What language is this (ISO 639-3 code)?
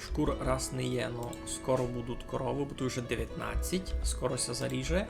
rue